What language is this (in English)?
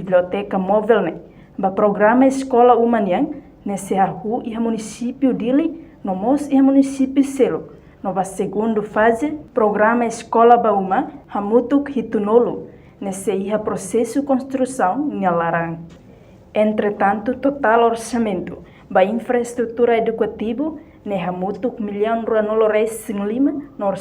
Tetum